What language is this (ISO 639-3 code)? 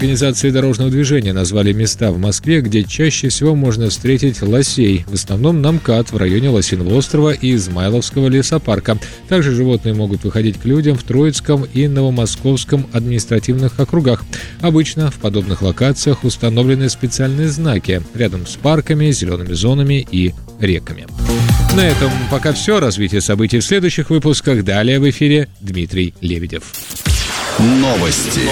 rus